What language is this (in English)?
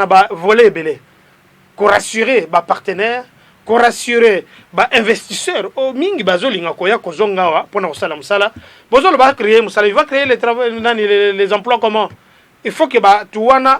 Lingala